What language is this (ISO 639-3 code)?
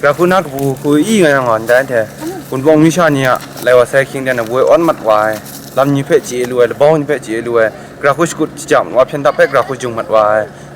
kac